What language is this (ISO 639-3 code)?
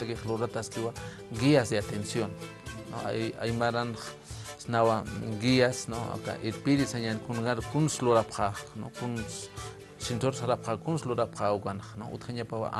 aym